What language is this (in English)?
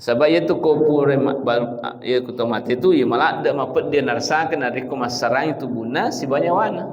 Buginese